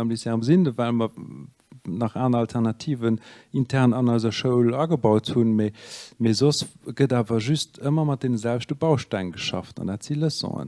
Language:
Luxembourgish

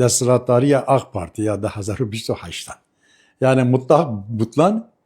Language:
Kurdish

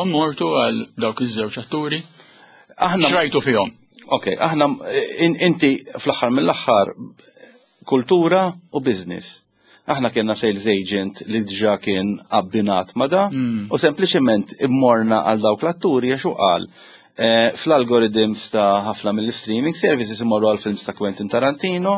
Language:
Maltese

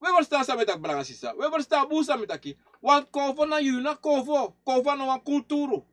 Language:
Sranan Tongo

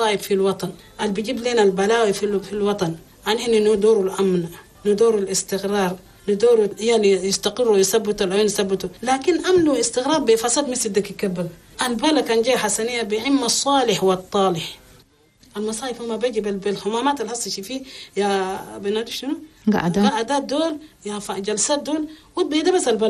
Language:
Chadian Arabic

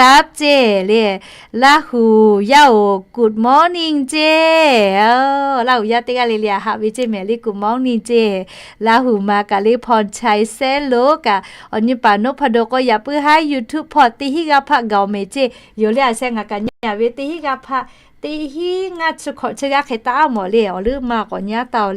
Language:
Lahu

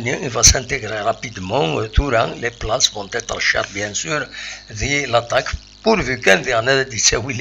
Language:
Kabyle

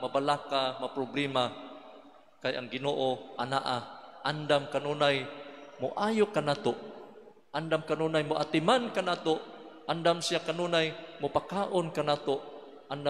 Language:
Cebuano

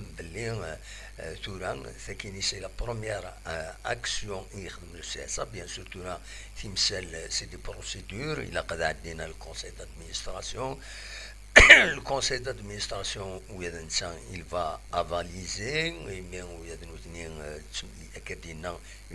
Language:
Kabyle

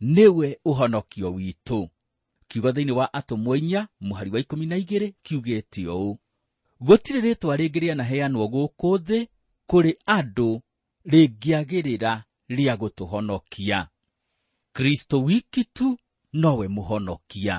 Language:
Kikuyu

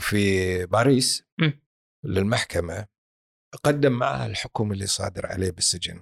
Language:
Gulf Arabic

